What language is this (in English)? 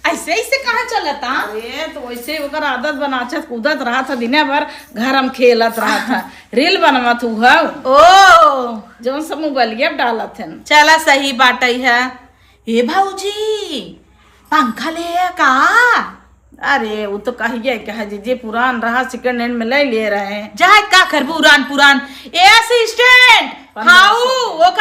Awadhi